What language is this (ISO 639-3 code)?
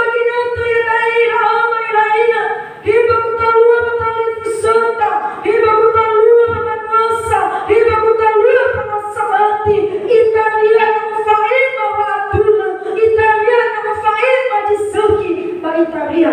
nia